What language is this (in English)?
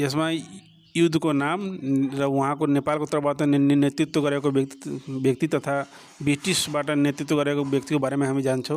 Nepali